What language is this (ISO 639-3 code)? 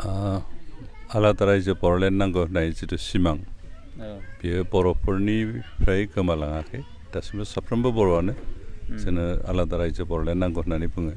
brx